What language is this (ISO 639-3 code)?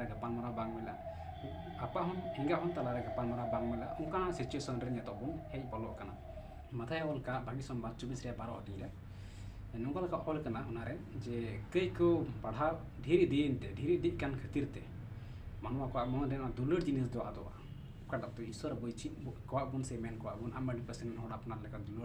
sat